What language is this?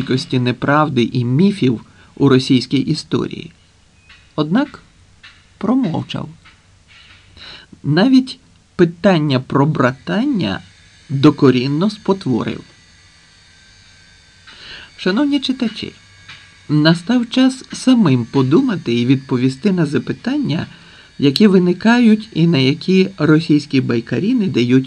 Ukrainian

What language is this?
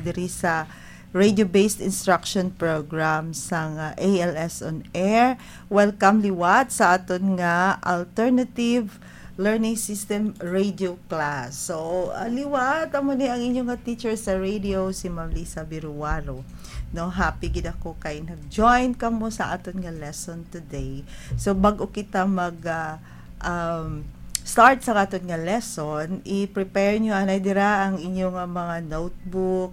Hiligaynon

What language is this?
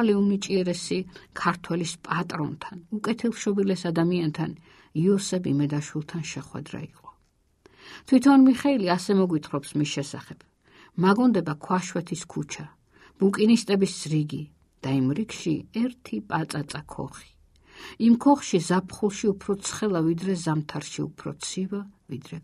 Georgian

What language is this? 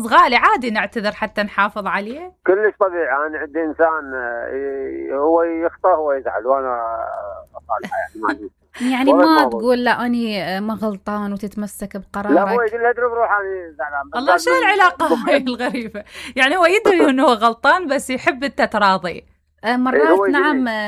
Mesopotamian Arabic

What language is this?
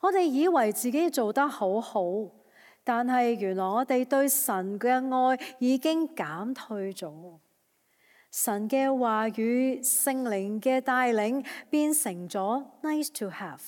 Cantonese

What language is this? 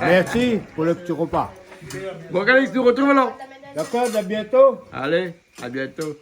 Réunion Creole French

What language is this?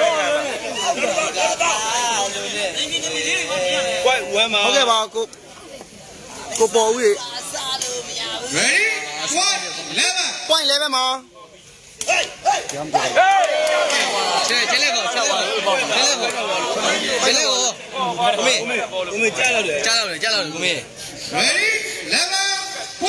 Burmese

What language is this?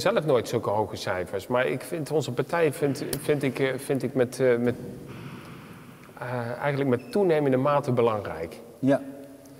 Dutch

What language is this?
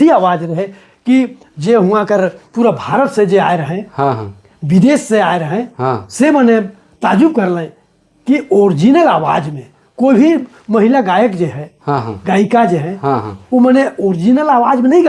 Sadri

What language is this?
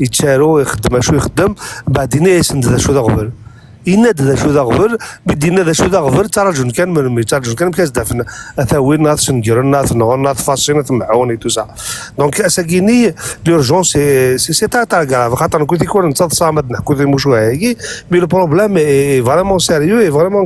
Kabyle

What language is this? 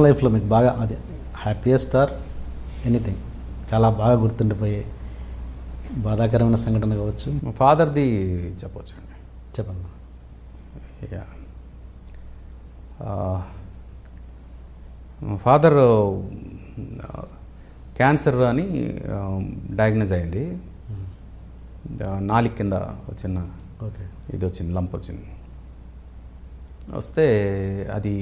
Telugu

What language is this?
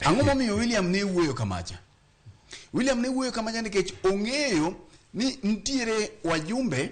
Luo (Kenya and Tanzania)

